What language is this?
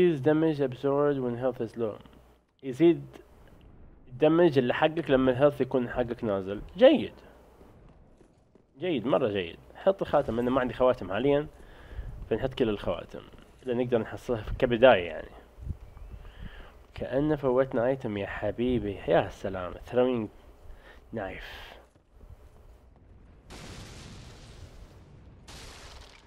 Arabic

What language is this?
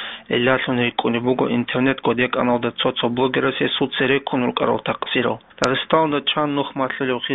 Avaric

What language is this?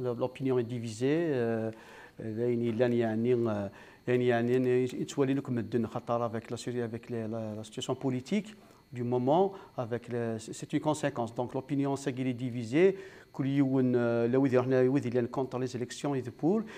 Kabyle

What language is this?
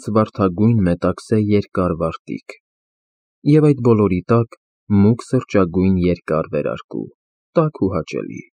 Armenian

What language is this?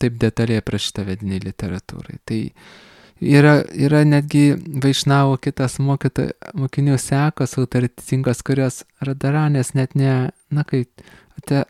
Lithuanian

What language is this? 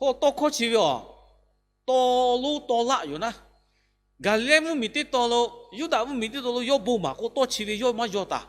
Lahu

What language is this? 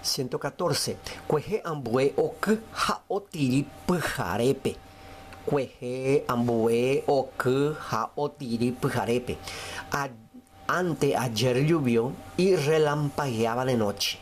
Guarani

